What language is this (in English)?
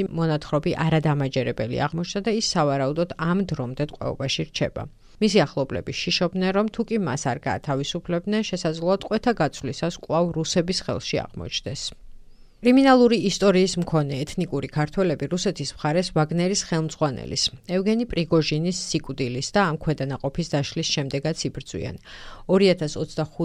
Georgian